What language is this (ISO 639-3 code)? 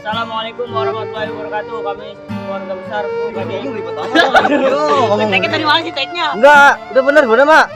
bew